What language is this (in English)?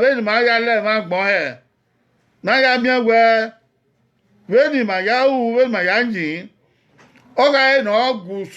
Bini